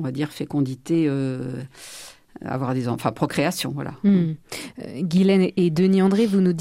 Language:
French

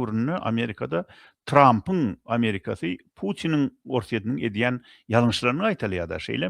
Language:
Turkmen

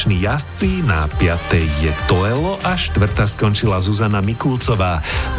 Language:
Slovak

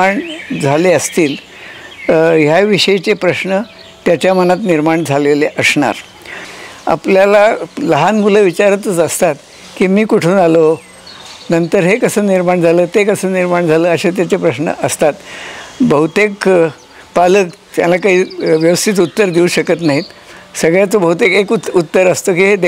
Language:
Marathi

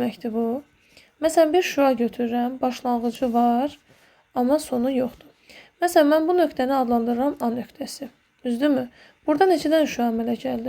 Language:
Azerbaijani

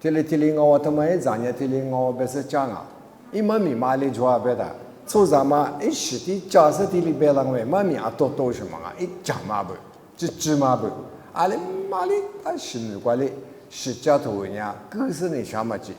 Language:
Lisu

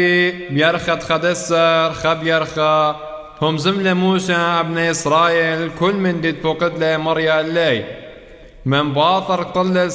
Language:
Classical Syriac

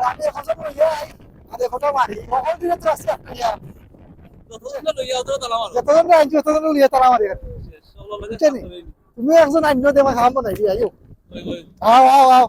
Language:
Sylheti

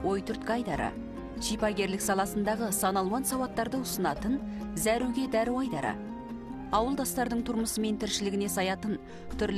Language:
Kazakh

